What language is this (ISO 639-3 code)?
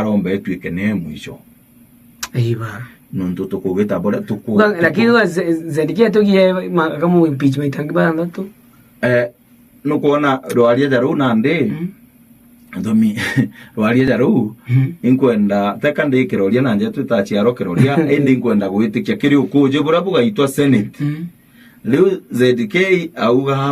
mer